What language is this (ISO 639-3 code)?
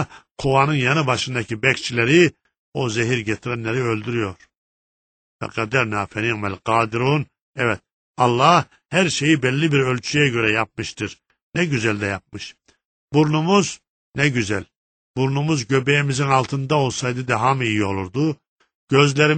tur